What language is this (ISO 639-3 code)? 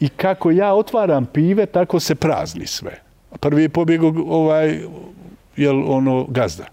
bos